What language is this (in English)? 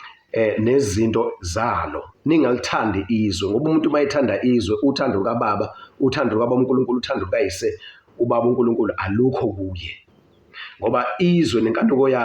Zulu